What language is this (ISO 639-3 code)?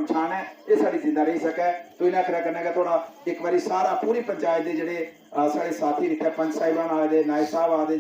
doi